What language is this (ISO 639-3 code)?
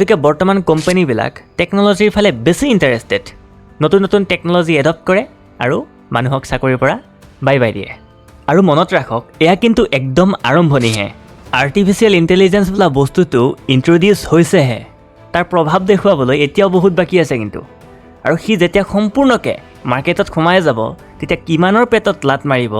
asm